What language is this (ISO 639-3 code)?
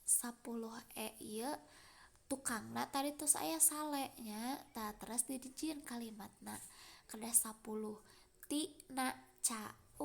sun